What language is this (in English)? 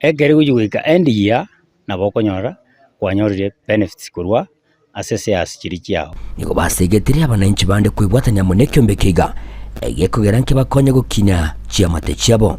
Gusii